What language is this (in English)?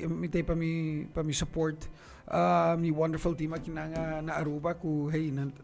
Papiamento